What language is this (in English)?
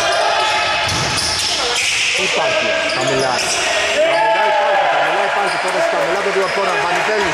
Greek